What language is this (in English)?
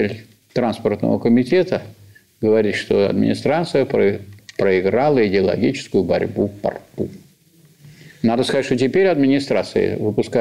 Russian